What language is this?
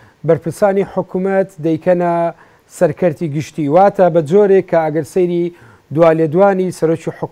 Central Kurdish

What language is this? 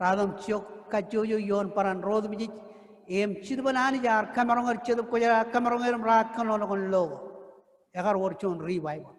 Marshallese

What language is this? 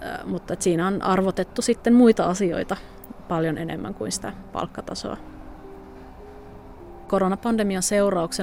Finnish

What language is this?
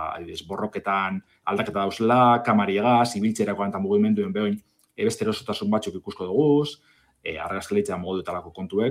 Basque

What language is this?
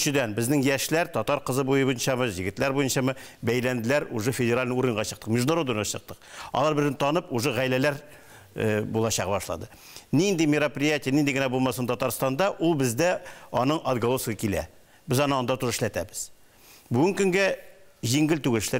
Tatar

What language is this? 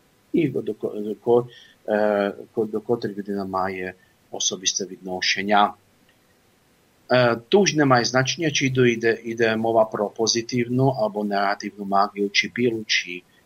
Ukrainian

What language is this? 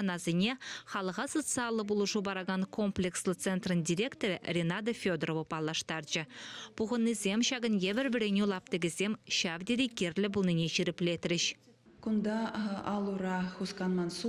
Chuvash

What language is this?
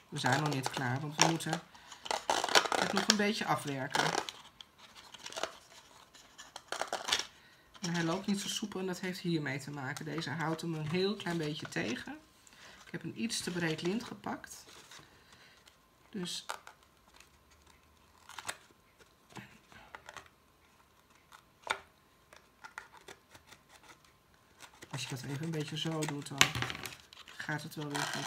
Dutch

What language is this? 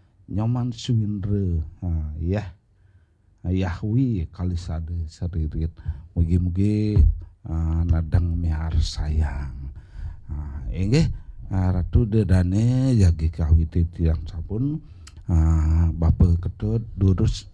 Balinese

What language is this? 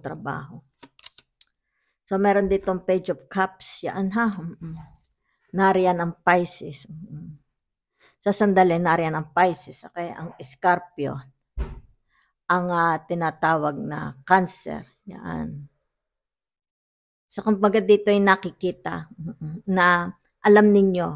Filipino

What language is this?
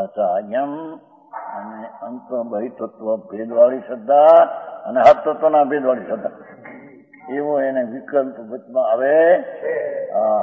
Gujarati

